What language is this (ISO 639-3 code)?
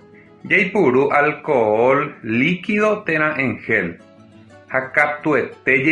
grn